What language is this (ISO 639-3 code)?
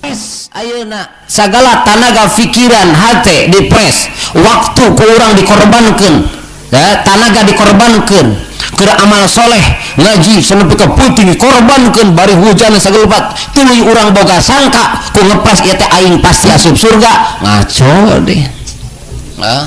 sun